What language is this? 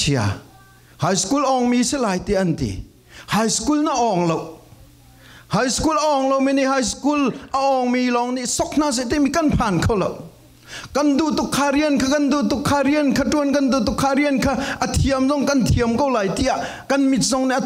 Falam Chin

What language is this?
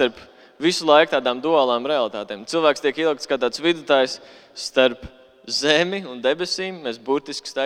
Latvian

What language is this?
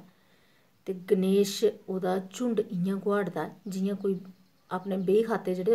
Dogri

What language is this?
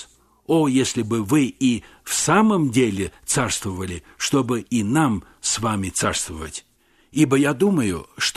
Russian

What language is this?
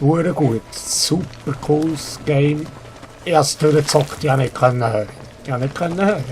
Swiss German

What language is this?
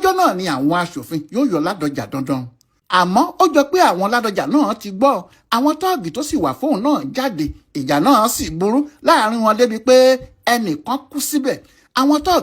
Yoruba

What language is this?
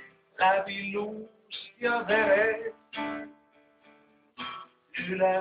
Estonian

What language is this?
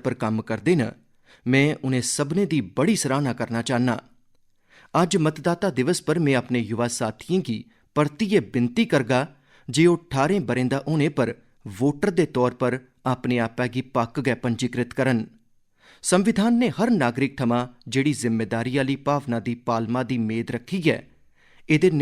Dogri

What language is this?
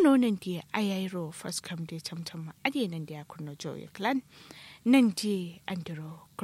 Kanuri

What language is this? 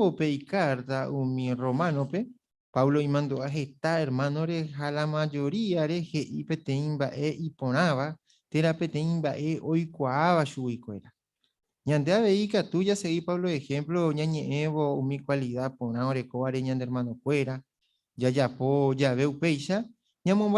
Guarani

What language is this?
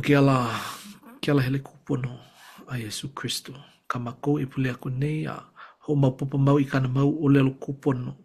Hawaiian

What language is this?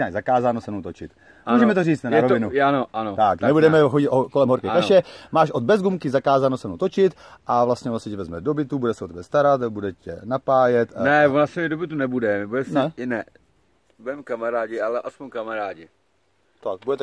Czech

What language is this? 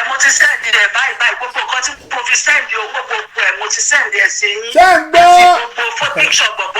Yoruba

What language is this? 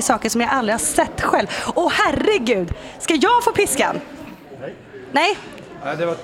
Swedish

